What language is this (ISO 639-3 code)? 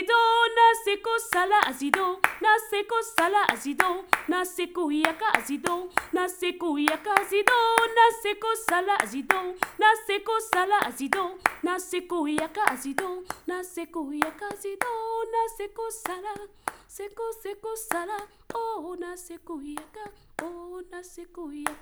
eus